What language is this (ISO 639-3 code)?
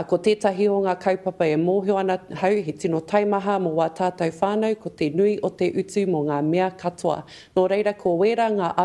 mri